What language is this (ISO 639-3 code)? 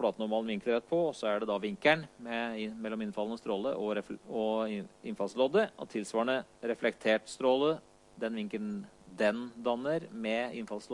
nor